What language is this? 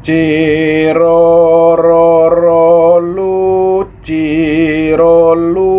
Javanese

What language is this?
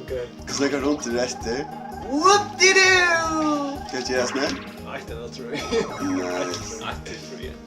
Faroese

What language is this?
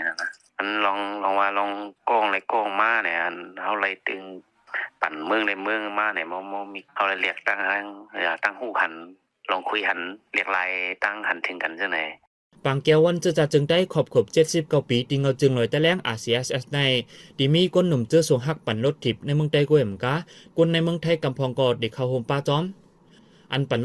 Shan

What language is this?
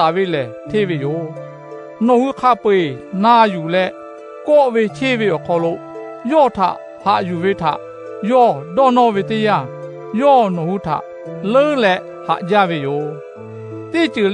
Lahu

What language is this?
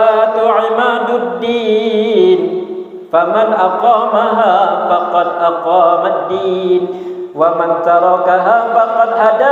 Banjar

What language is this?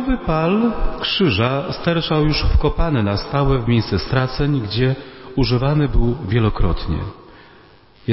Polish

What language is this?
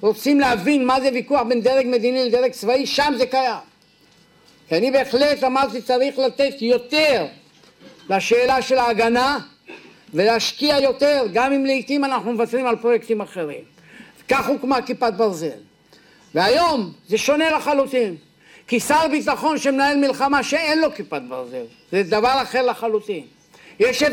Hebrew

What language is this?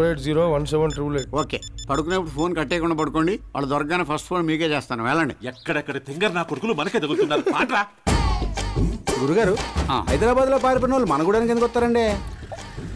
Telugu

